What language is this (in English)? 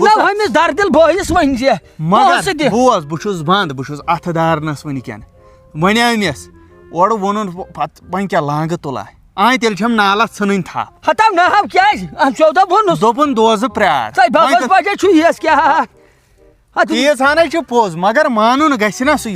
Kashmiri